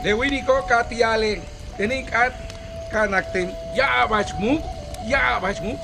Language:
Yucateco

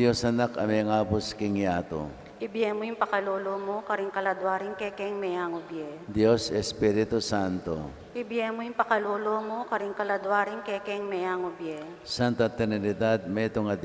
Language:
Pampanga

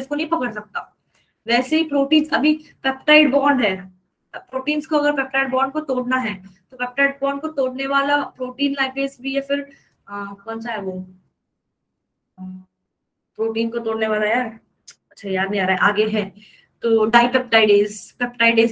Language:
Hindi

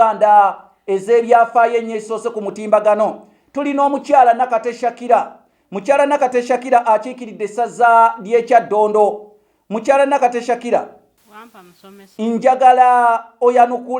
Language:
Ganda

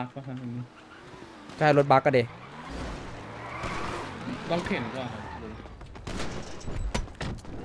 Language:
Thai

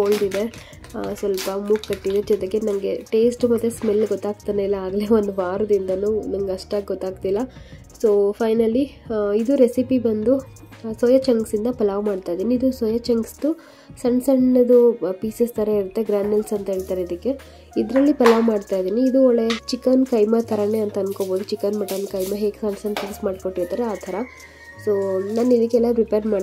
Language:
Kannada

